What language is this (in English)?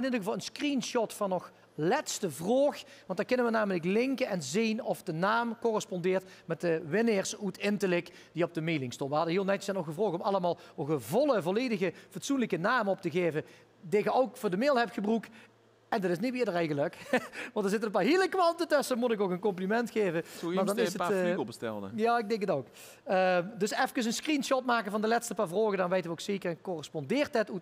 Limburgish